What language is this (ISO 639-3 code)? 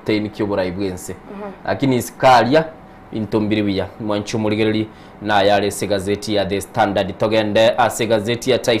guz